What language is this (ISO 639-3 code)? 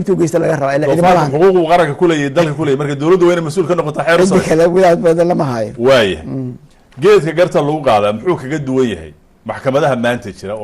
som